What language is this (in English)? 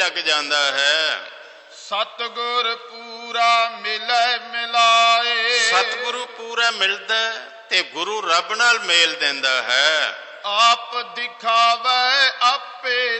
Punjabi